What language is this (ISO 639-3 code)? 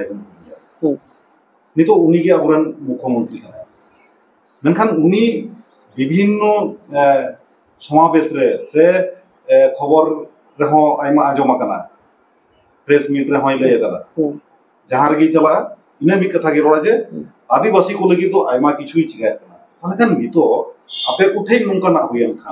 sat